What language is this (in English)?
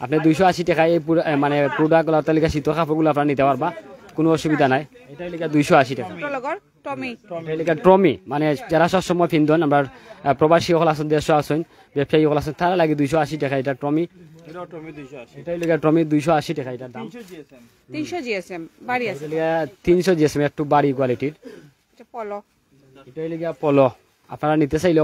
Sylheti